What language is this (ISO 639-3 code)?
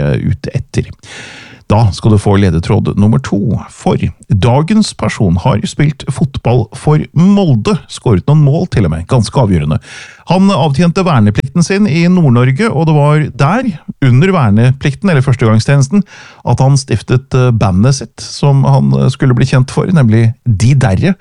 nor